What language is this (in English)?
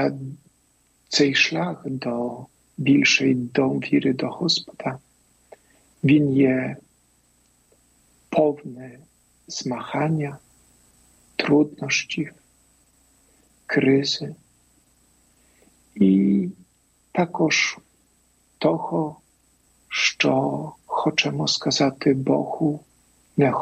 Ukrainian